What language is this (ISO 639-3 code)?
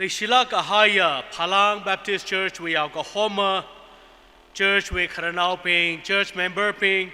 nmf